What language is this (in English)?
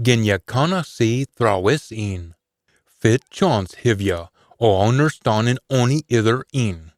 Scots